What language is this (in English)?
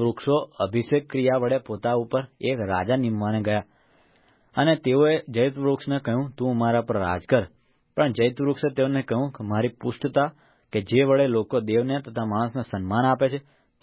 Gujarati